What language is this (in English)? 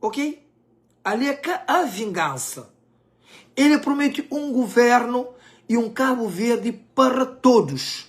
Kabuverdianu